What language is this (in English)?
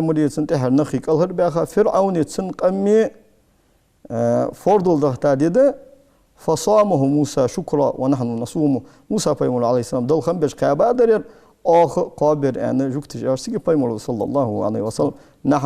Ingush